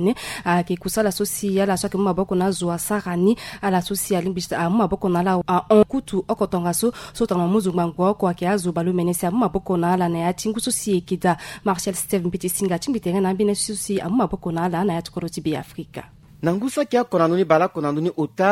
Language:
Sango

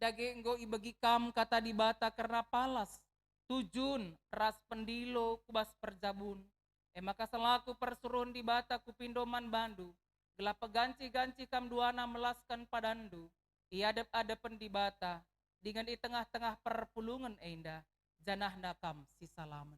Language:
Batak Karo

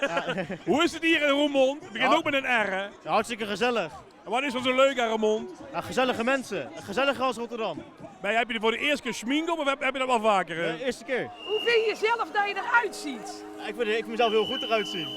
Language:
Limburgish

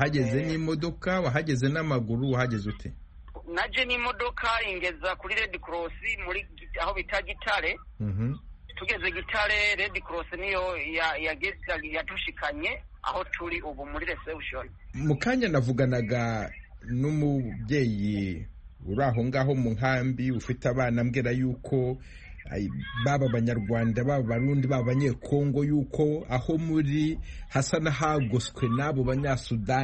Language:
Kinyarwanda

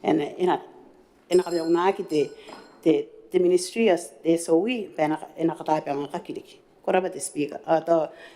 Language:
Gilbertese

